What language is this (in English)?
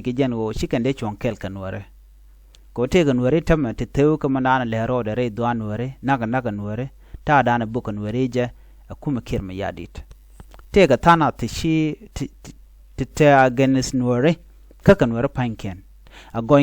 Nuer